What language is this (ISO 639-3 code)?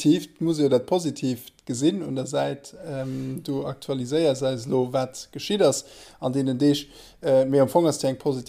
ltz